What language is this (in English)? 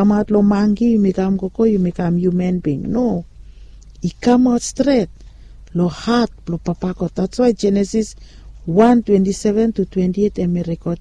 Bislama